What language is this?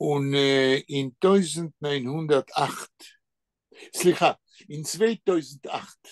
Yiddish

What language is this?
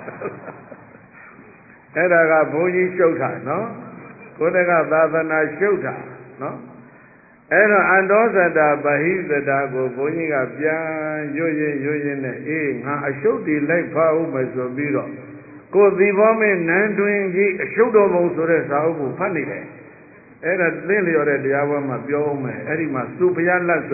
Burmese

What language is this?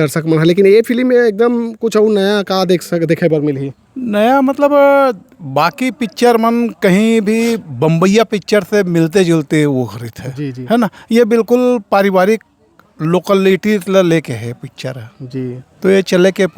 Chhattisgarhi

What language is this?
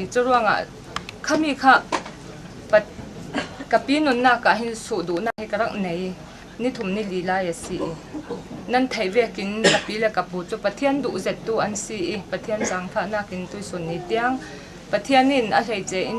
Hakha Chin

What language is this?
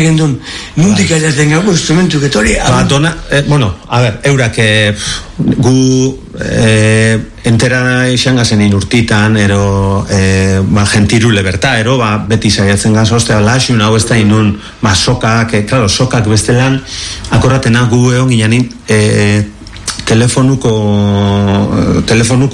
Basque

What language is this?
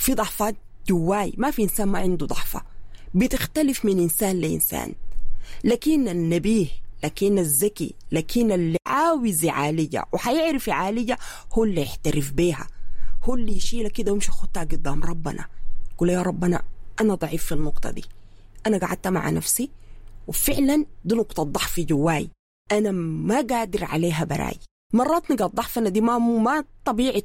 Sudanese Arabic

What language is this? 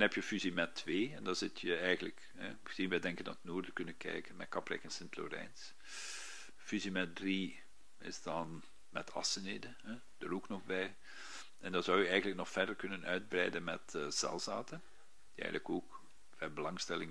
Dutch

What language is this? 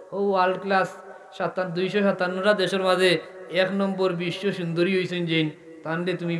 Sylheti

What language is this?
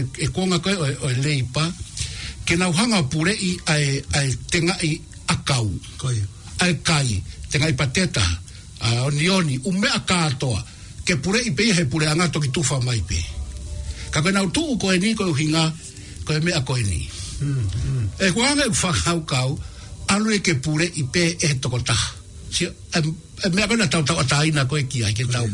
Tongan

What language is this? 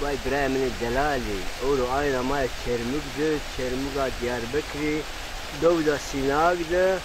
Zaza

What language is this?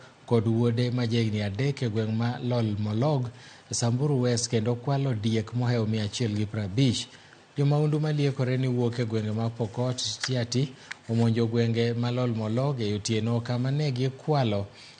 Luo (Kenya and Tanzania)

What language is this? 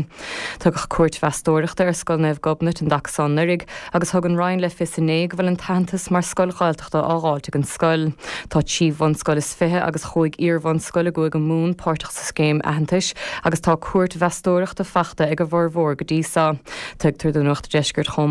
Irish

